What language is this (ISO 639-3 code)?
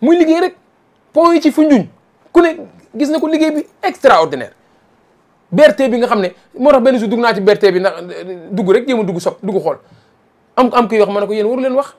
wol